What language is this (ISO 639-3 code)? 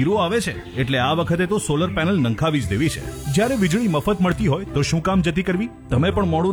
guj